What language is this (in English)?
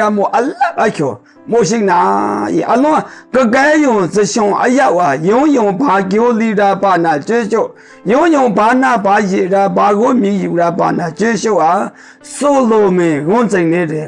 Maru